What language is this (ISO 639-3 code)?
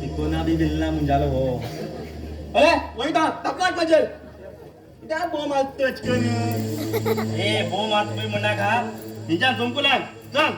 kok